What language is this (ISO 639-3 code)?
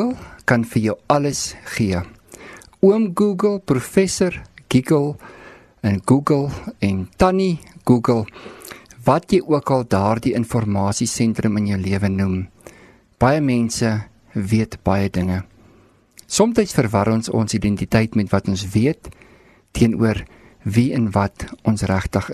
afr